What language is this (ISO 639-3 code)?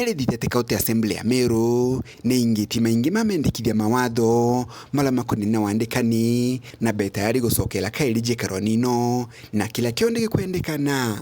mer